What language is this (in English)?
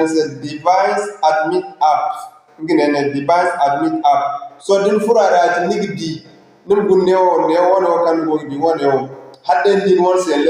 Zarma